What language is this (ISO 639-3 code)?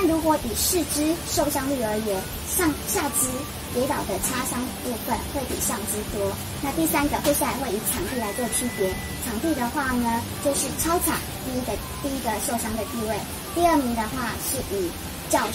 zho